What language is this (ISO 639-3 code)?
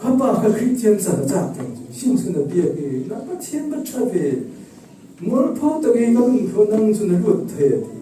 cfm